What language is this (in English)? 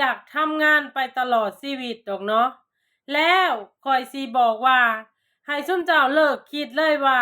Lao